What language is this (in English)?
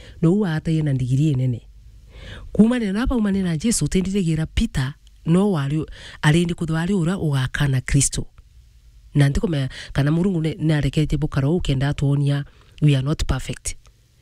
Meru